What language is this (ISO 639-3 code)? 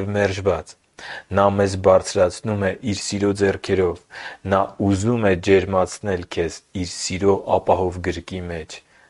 hye